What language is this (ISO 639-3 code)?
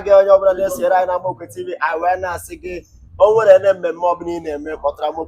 ibo